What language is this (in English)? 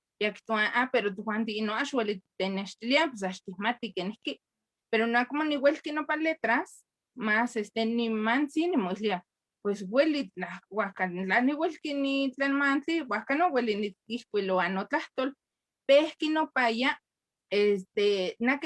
Eastern Huasteca Nahuatl